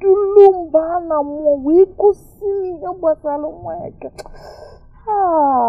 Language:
Igbo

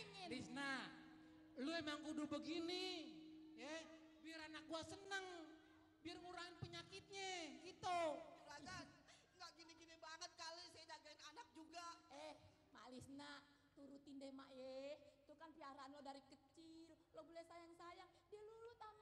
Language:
Betawi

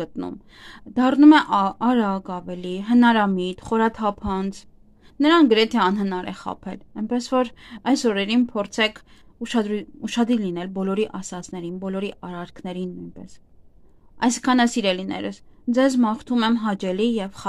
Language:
Armenian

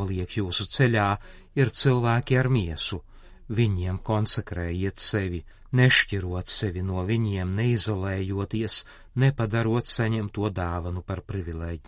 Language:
Latvian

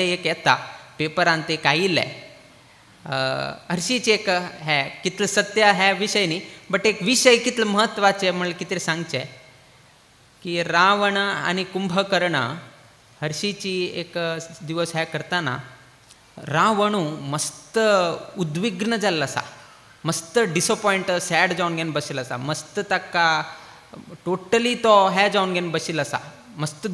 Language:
Konkani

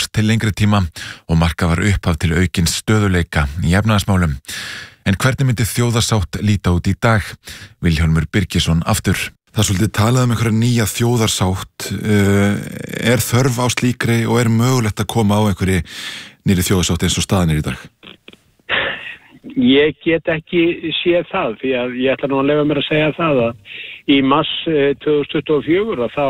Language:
Icelandic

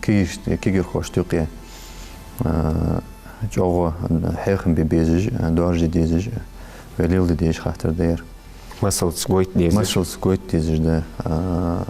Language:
Ingush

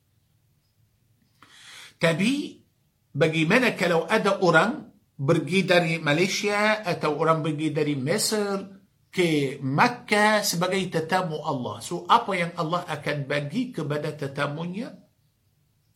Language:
Malay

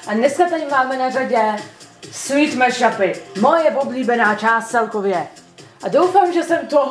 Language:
Czech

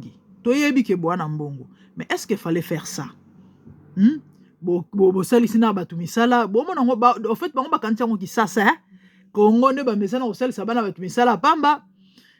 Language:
Lingala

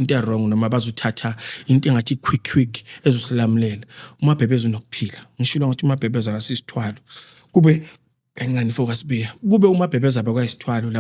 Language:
Zulu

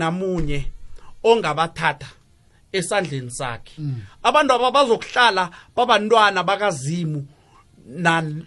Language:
South Ndebele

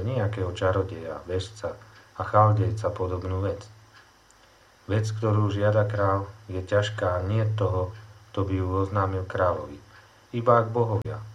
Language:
Slovak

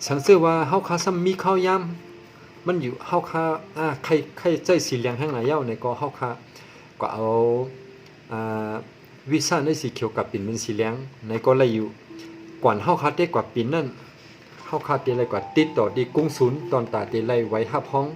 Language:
Shan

